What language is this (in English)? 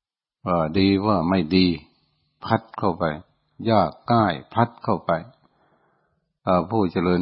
Thai